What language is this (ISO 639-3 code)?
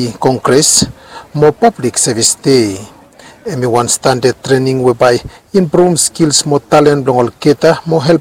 bis